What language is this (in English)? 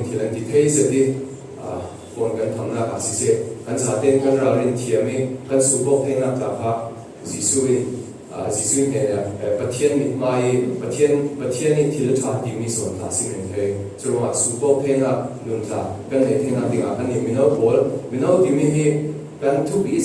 Falam Chin